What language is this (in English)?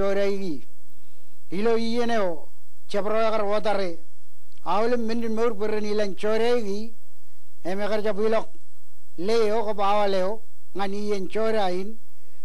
Marshallese